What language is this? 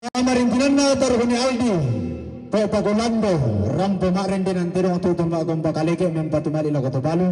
Toraja-Sa'dan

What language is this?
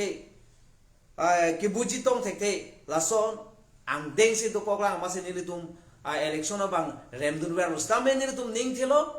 Karbi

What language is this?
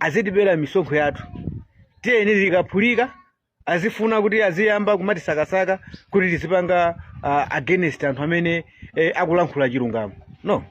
Nyanja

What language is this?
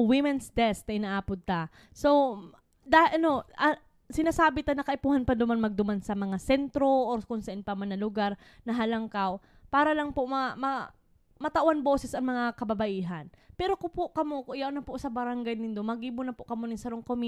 Bikol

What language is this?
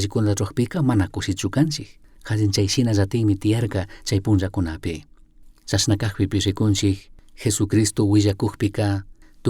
Chimborazo Highland Quichua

